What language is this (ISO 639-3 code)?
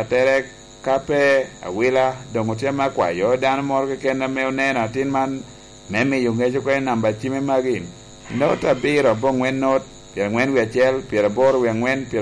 laj